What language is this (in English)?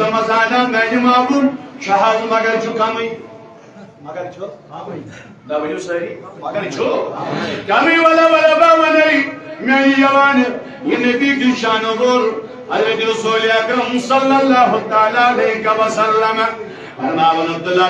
Kashmiri